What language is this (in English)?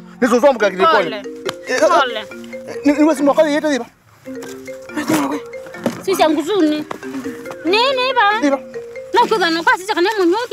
Swahili